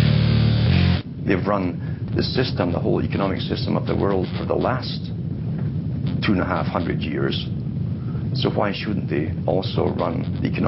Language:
English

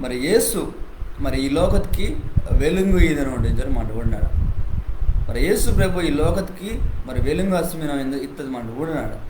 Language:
Koya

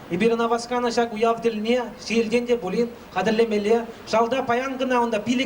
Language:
Chuvash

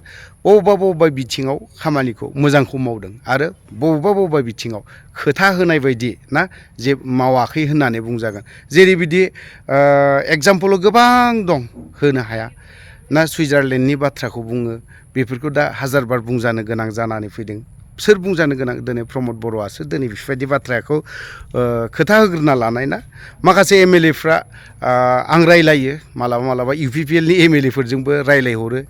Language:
Bodo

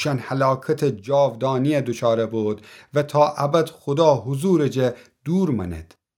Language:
Gilaki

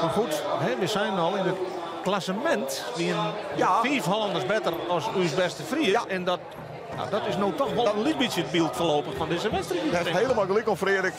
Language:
Western Frisian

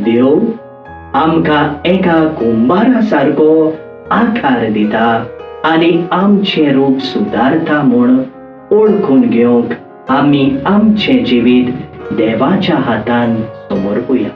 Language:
Konkani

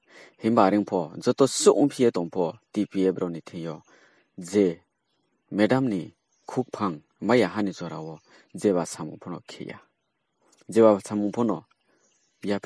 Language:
Riang (India)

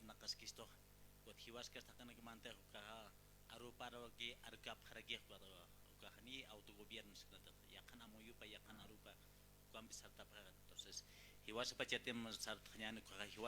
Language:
Aymara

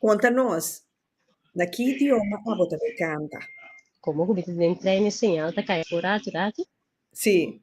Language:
Papiamento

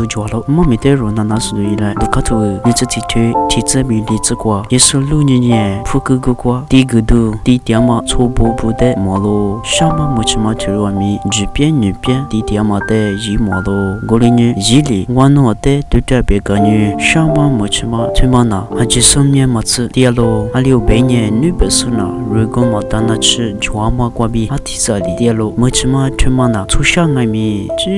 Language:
Lisu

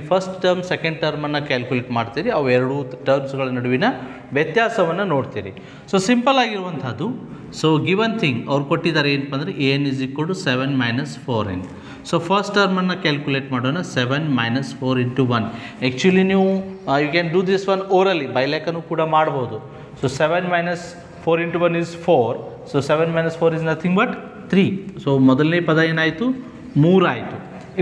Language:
Kannada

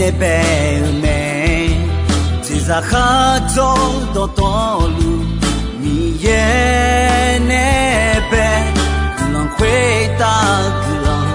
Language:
Akha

